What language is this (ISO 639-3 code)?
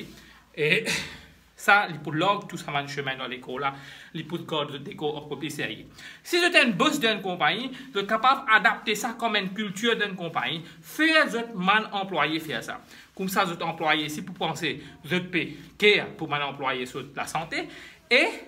mfe